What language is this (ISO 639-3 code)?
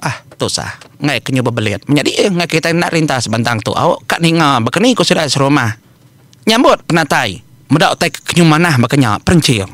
iba